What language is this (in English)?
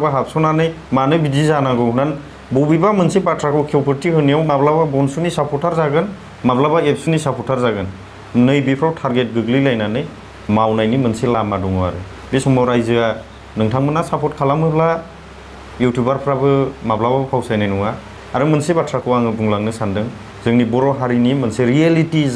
Bodo